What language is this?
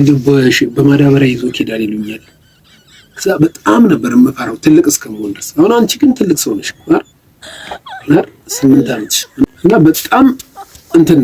Amharic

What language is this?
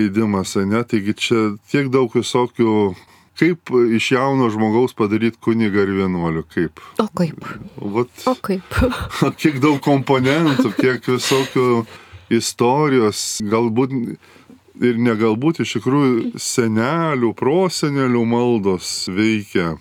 Lithuanian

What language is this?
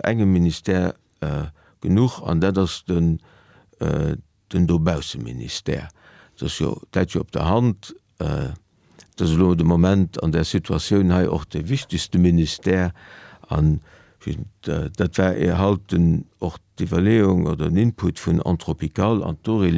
Luxembourgish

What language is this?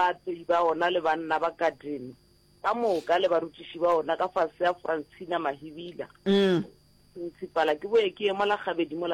Northern Sotho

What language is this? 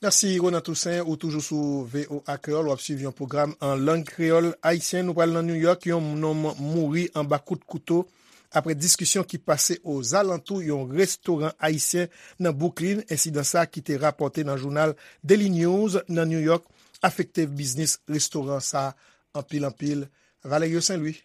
Haitian Creole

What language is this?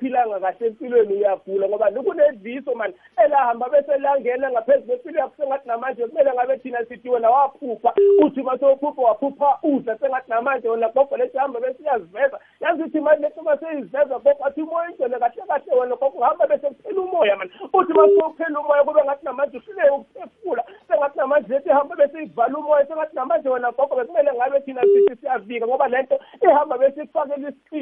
South Ndebele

